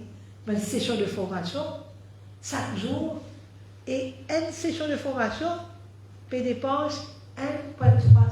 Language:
Morisyen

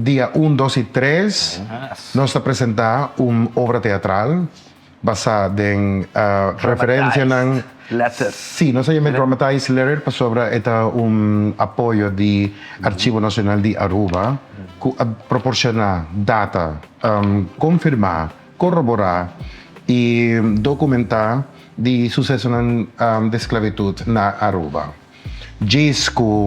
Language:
Papiamento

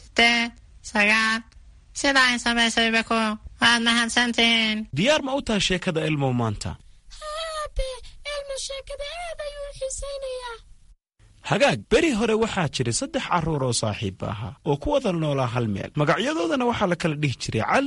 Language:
Somali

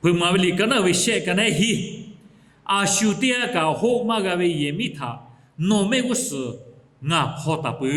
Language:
Lahu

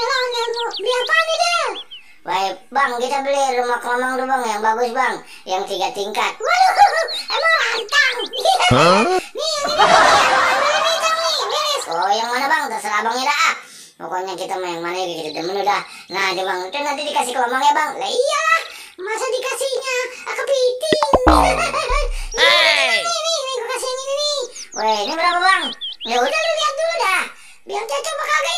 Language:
Betawi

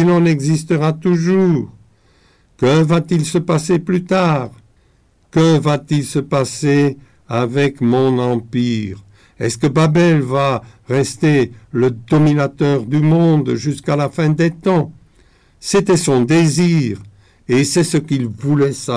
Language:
French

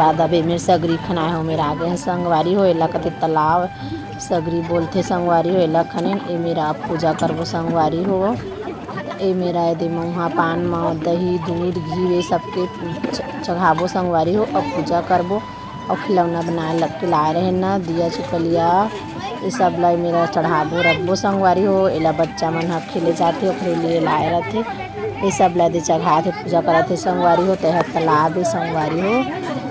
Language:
Chhattisgarhi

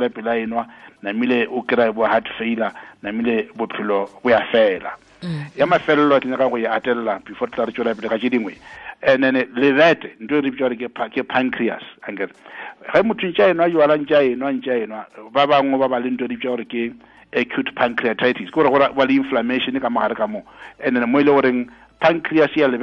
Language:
Northern Sotho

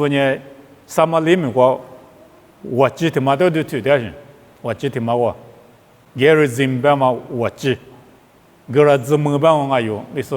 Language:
Lisu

